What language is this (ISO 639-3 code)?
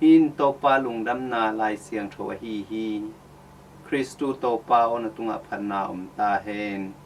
ctd